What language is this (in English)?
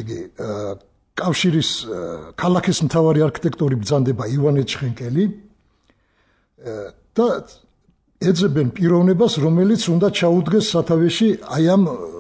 Georgian